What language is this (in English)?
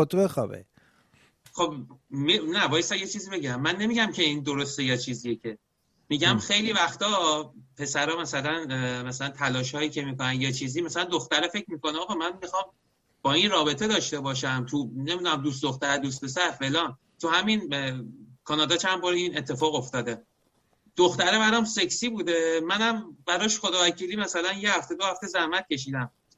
Persian